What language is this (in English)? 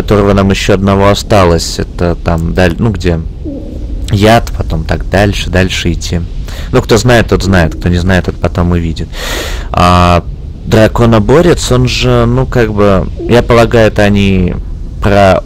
Russian